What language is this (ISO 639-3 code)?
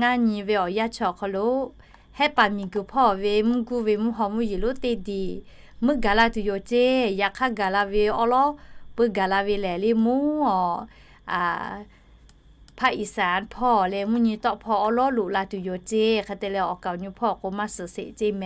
lhu